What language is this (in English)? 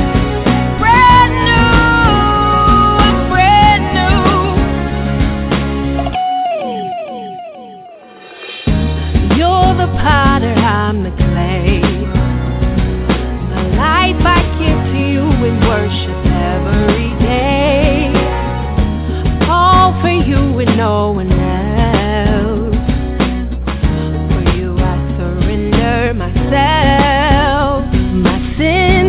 English